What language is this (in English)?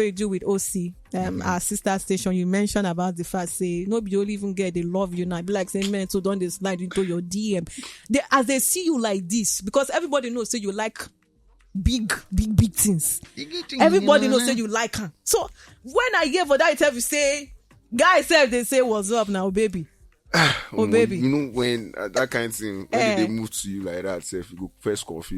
Nigerian Pidgin